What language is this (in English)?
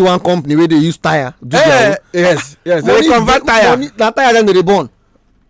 Nigerian Pidgin